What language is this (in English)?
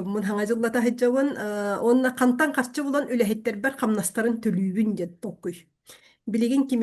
Yakut